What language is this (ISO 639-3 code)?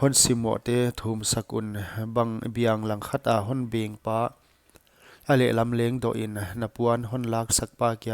pck